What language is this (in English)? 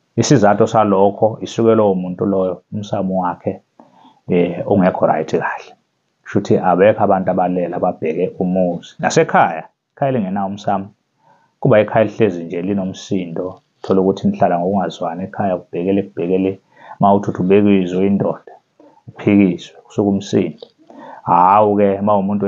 Zulu